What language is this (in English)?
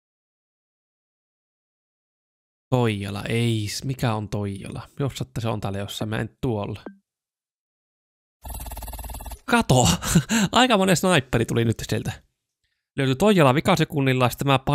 Finnish